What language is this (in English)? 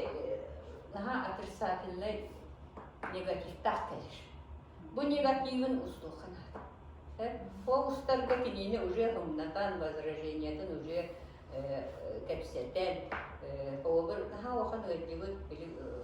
Yakut